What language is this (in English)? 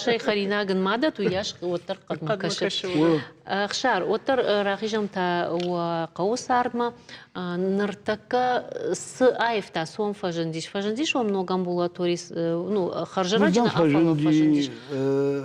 Ossetic